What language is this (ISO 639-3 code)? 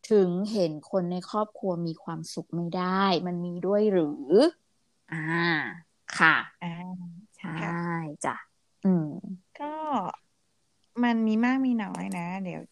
tha